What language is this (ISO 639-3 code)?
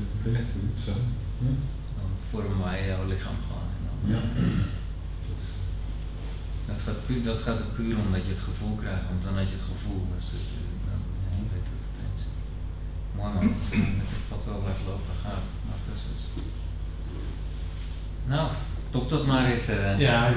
nld